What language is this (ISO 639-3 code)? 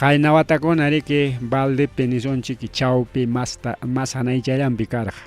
quy